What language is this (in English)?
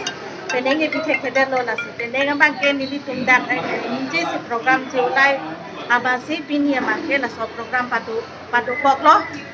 Karbi